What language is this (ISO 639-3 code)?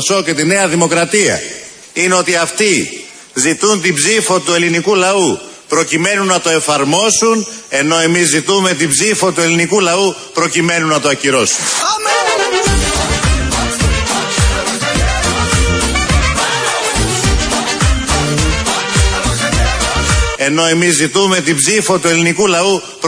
ell